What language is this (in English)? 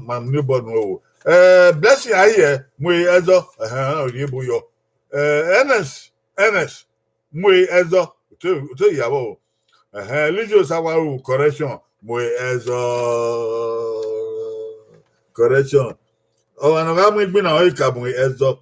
Bini